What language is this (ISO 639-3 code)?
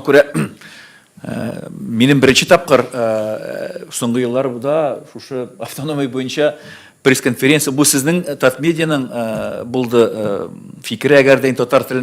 tat